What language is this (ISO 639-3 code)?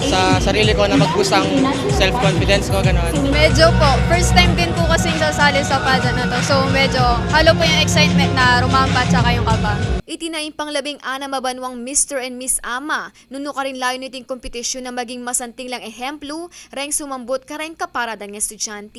pam